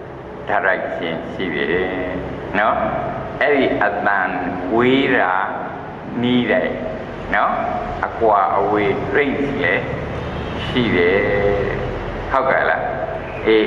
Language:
Burmese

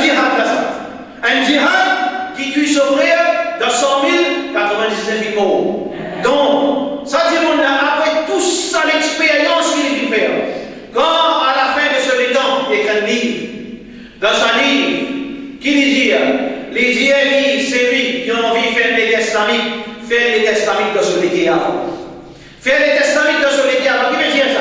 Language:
Morisyen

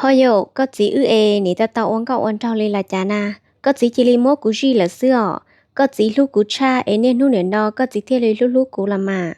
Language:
Hmong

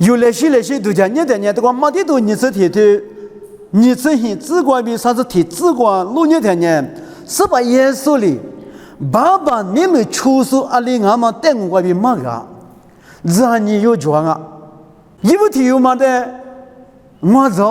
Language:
Lisu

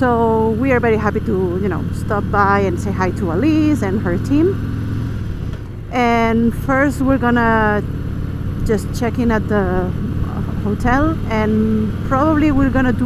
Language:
English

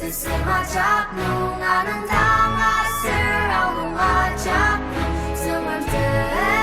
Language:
Ao Naga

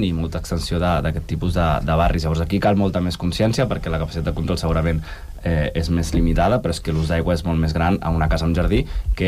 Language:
Catalan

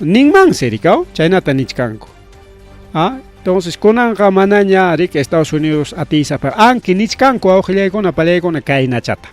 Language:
Ayacucho Quechua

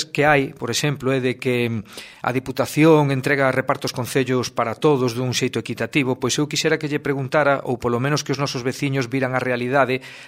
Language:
Galician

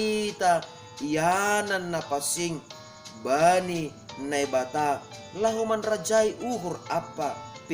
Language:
Batak Simalungun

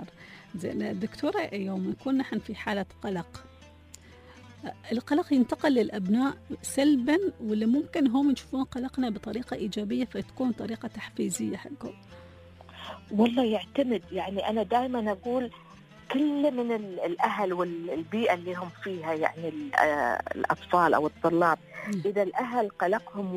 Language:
Gulf Arabic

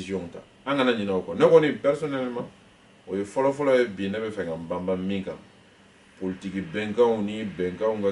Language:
Bambara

